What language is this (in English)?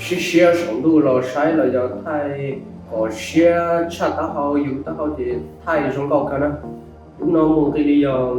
Hmong